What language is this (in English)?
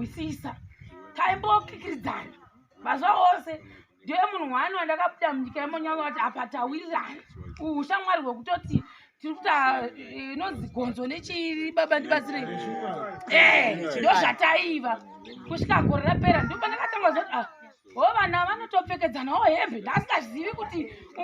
Shona